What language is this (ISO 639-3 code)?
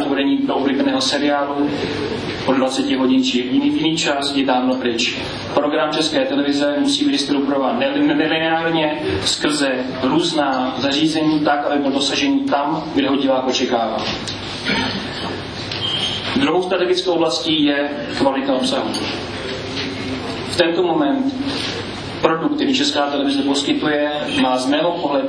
ces